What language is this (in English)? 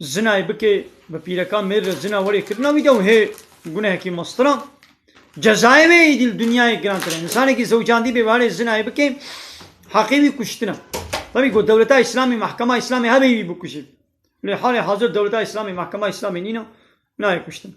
Kurdish